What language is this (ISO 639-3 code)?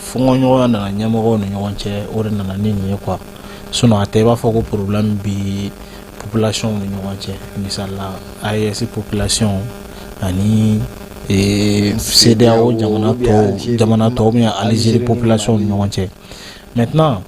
bam